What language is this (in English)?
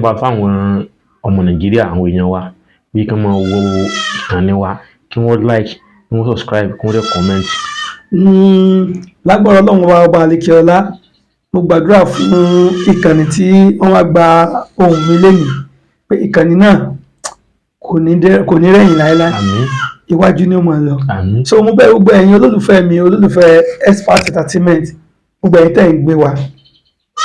Yoruba